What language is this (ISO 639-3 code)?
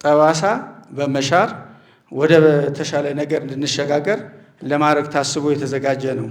amh